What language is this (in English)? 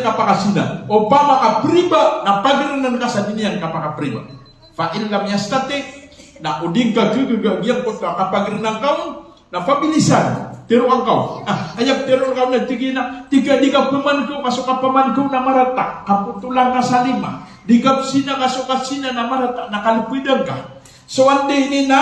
Maranao